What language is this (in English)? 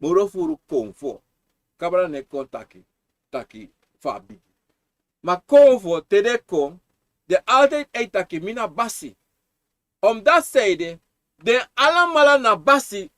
Sranan Tongo